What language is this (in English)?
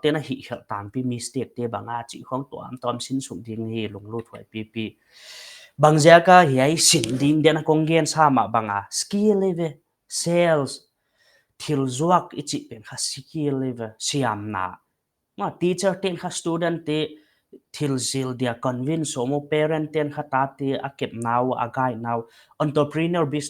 Paite Chin